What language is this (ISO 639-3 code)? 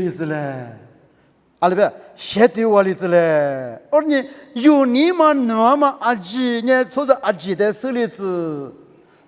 lis